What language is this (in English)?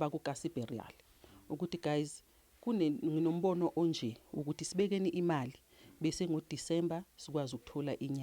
Zulu